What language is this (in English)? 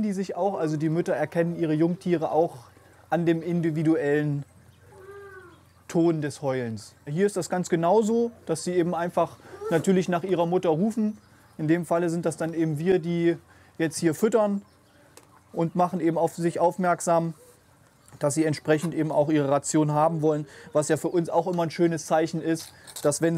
German